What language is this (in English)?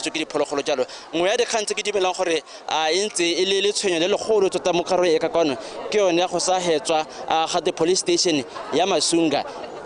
Tswana